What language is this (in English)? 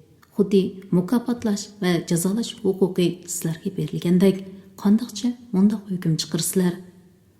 Uyghur